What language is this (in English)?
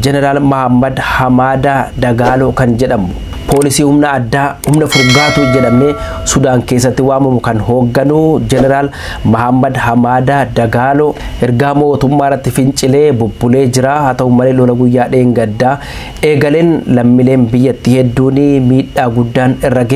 Oromo